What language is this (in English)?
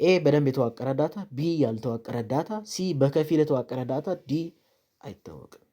Amharic